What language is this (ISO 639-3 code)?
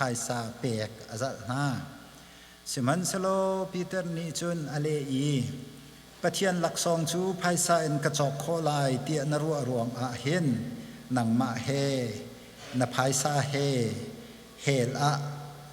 cnh